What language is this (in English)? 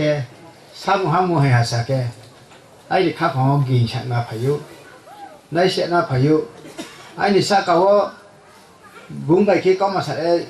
Riang (India)